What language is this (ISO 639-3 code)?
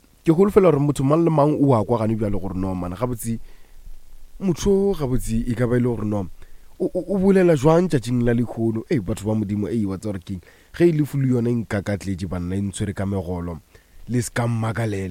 nso